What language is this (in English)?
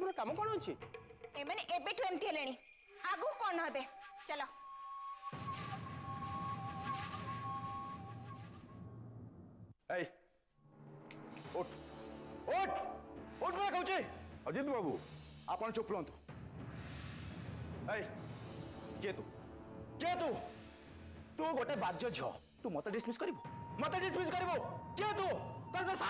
Odia